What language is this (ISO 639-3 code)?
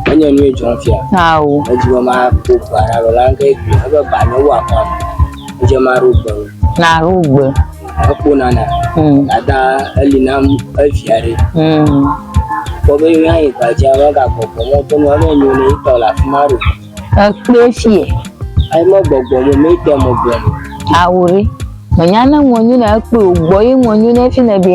ewe